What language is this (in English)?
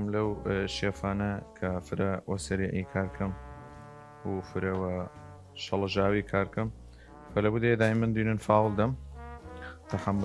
Southern Kurdish